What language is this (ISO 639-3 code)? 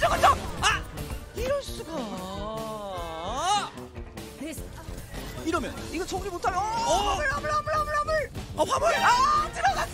kor